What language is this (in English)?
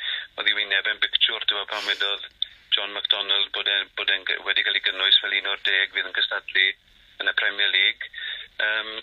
Welsh